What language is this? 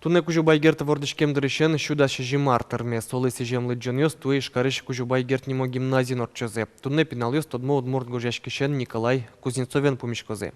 Udmurt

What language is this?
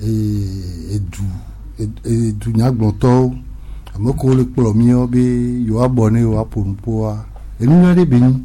Gen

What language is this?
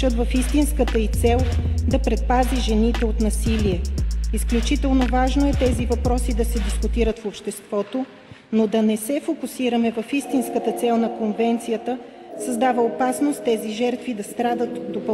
Bulgarian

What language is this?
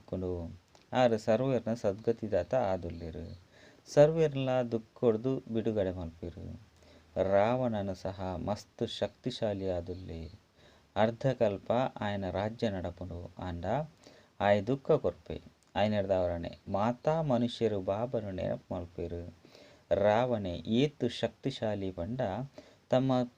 Tulu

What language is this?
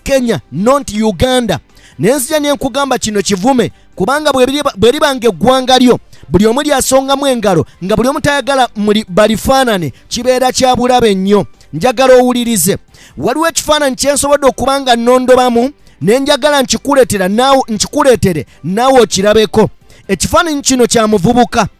Ganda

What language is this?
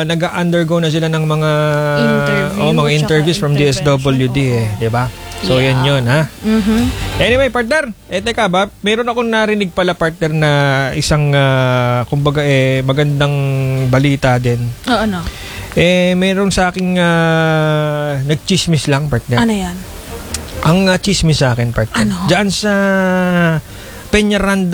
Filipino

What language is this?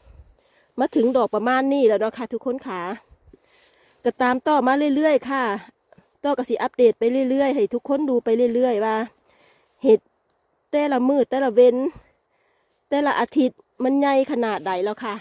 Thai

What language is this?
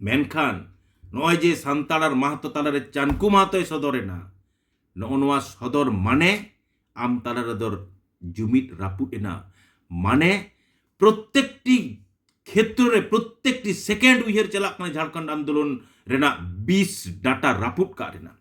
Santali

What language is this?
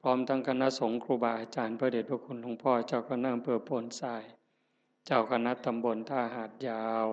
Northeastern Thai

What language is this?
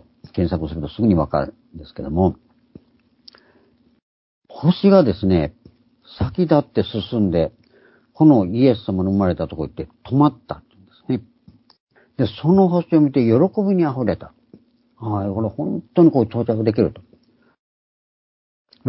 Japanese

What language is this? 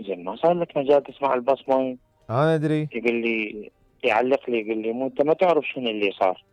Mesopotamian Arabic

